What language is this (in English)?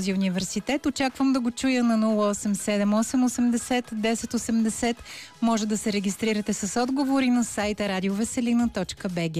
Bulgarian